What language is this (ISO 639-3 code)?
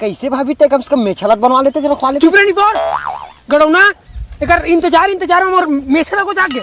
hne